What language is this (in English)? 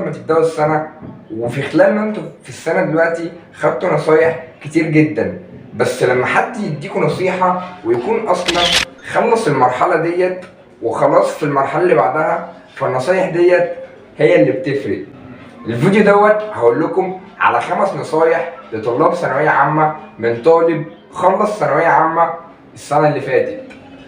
Egyptian Arabic